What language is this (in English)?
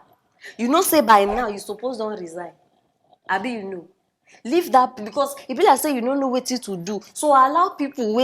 Nigerian Pidgin